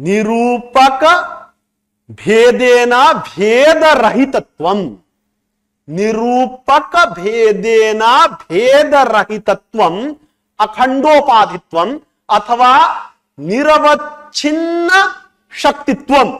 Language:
Sanskrit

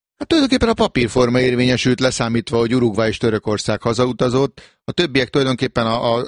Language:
Hungarian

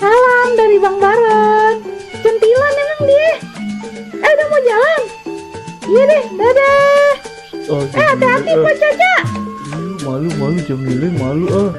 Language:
Betawi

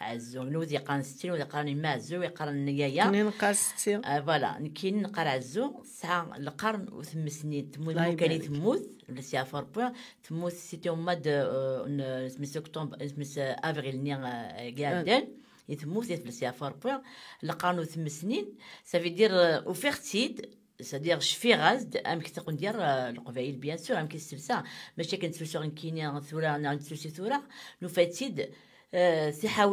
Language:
Kabyle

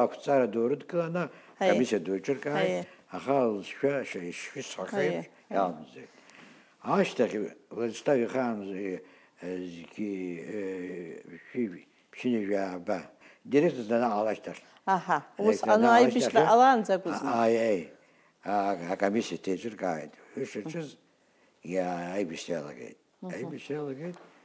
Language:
Abkhazian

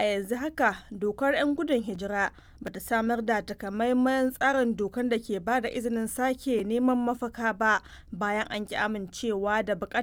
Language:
Hausa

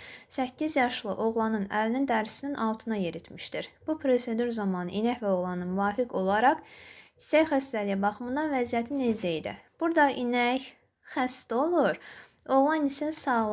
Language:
Azerbaijani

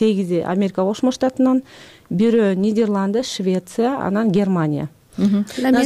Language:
Kyrgyz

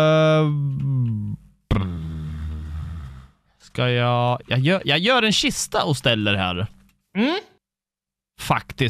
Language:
Swedish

